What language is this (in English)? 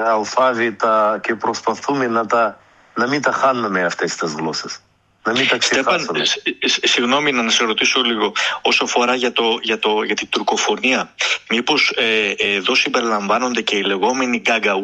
Greek